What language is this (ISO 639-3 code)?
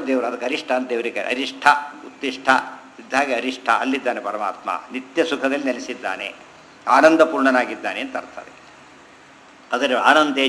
kan